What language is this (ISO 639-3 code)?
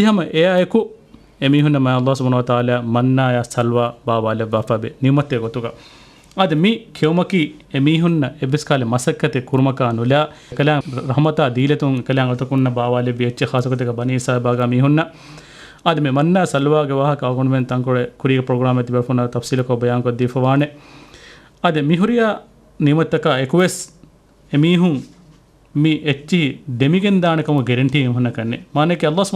div